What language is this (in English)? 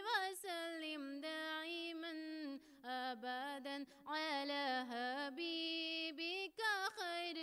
Urdu